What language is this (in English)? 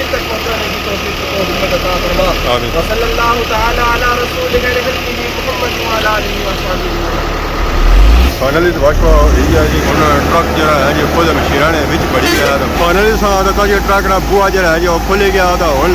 Pahari-Potwari